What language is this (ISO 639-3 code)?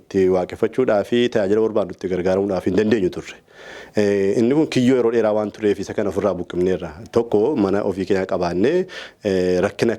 orm